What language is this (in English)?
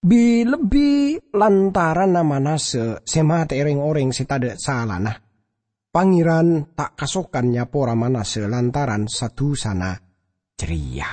Madurese